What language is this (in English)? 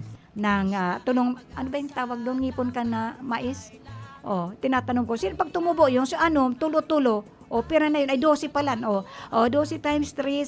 Bikol